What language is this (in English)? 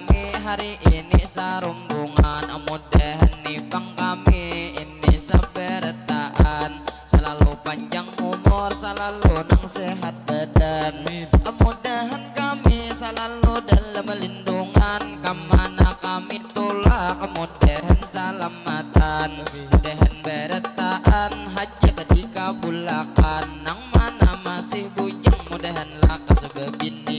Banjar